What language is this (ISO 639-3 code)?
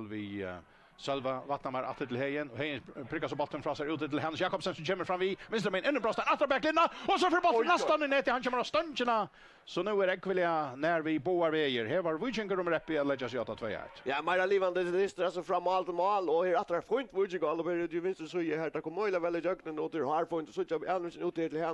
fao